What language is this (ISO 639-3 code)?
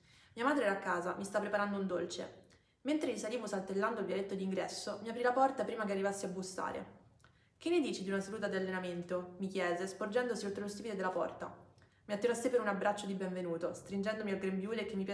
ita